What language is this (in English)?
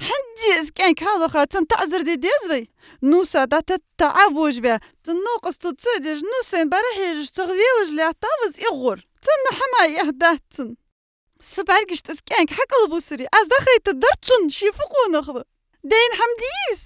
Ingush